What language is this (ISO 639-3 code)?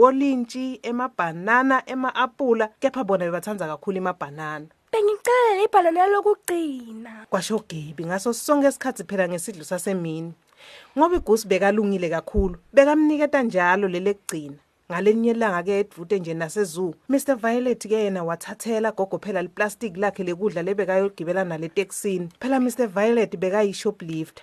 ssw